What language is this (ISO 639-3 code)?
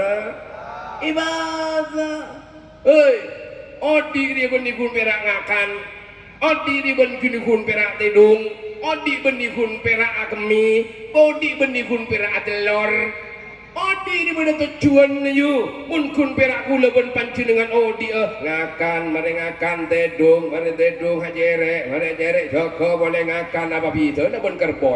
mad